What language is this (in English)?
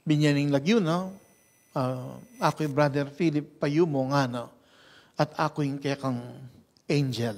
Pampanga